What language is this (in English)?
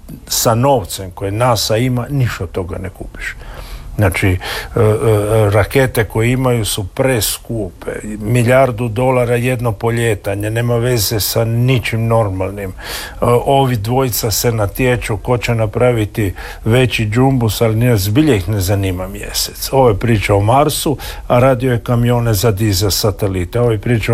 Croatian